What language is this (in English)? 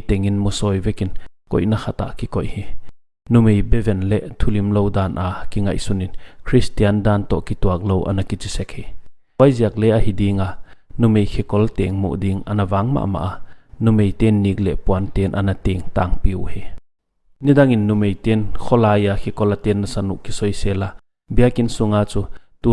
Paite Chin